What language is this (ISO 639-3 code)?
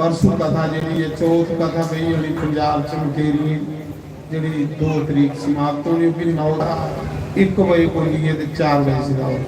doi